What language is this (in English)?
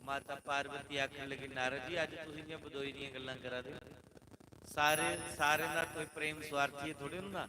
Dogri